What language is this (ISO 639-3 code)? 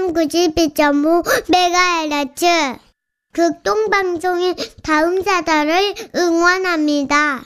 kor